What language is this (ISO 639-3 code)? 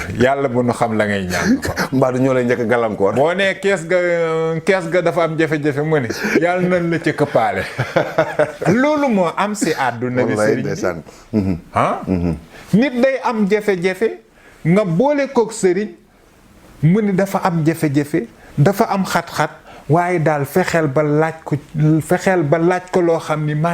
wol